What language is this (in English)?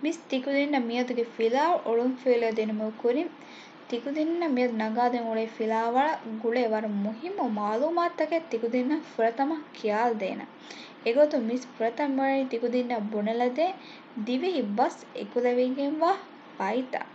Divehi